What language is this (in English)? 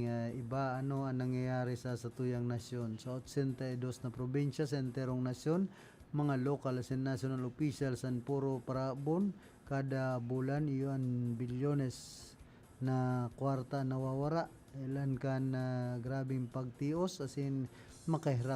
Bikol